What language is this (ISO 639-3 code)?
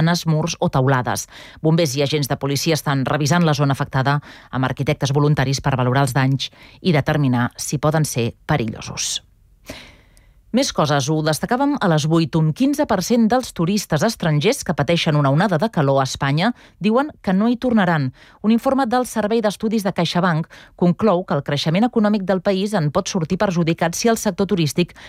cat